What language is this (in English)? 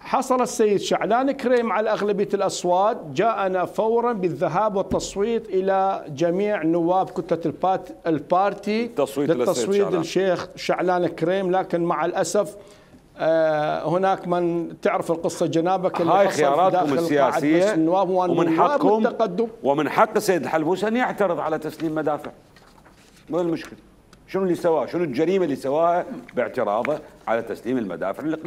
Mesopotamian Arabic